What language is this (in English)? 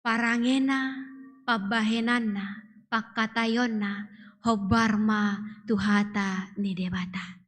Batak Toba